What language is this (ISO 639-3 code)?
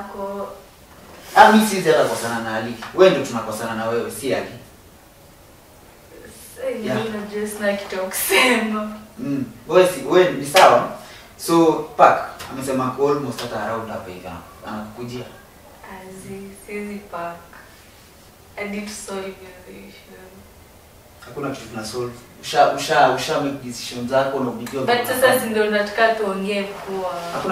swa